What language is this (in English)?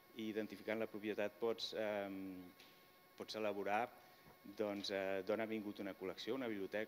Catalan